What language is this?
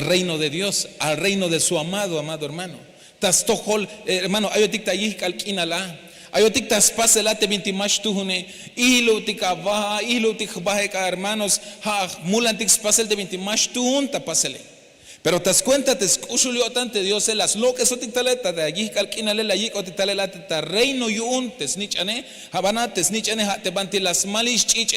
Tzeltal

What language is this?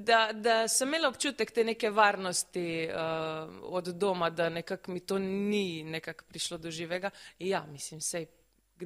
Slovenian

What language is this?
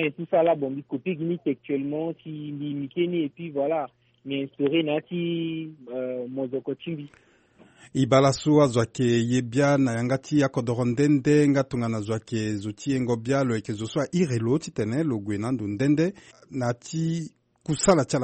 Sango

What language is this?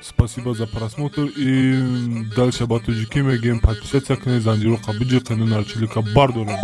Tajik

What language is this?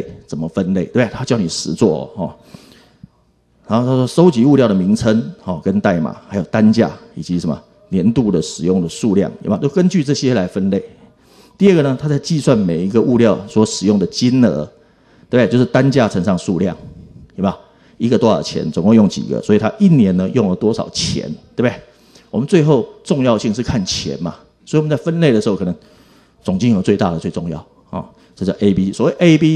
Chinese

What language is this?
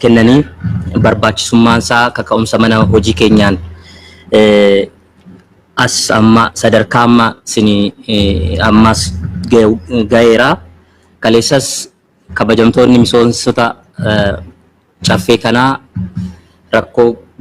Oromo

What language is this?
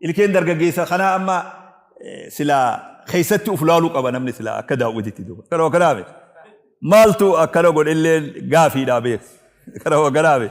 Oromo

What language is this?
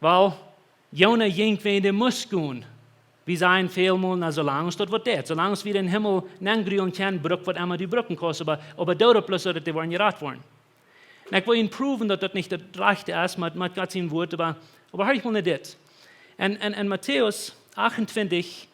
Plautdietsch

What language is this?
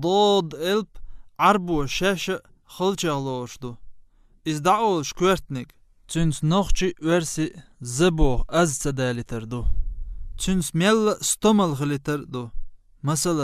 Chechen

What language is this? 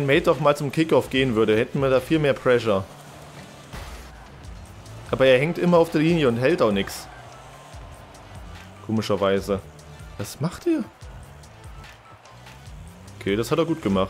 German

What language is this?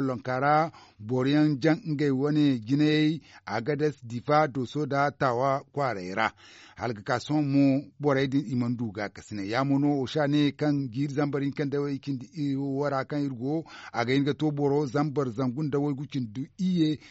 Zarma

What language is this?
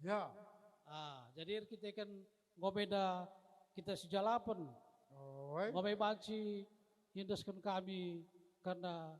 Batak Karo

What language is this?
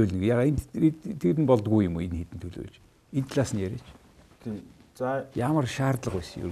Mongolian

